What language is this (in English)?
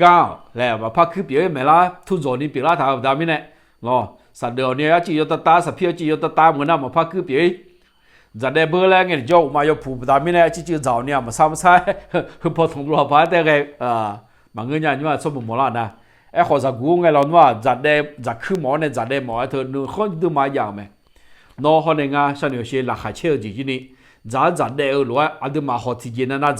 Akha